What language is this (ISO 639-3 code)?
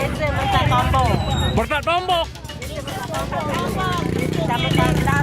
sas